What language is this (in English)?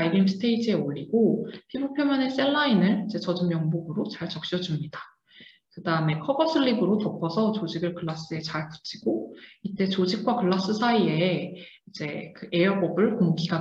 Korean